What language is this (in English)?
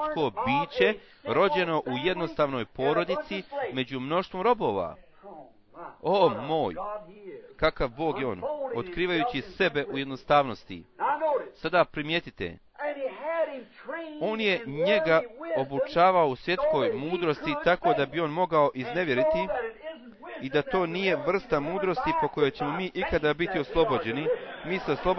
Bosnian